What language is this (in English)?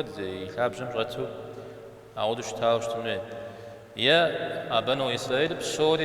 Kabardian